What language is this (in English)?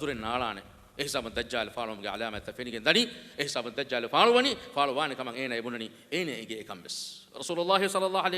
Divehi